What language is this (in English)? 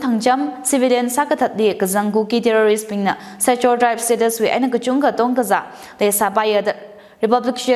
Tangkhul Naga (India)